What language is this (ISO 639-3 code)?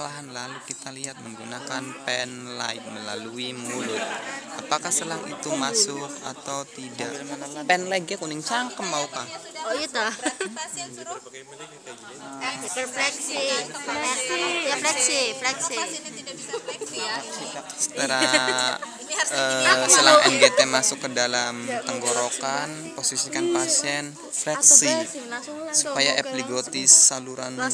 ind